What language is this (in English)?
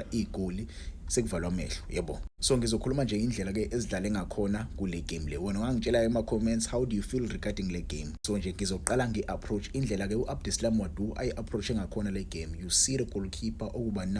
Zulu